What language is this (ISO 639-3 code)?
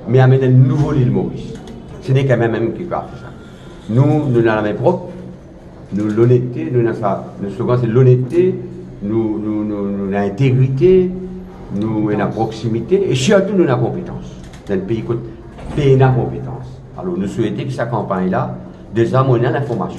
mfe